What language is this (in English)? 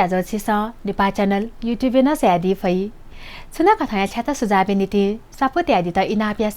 Newari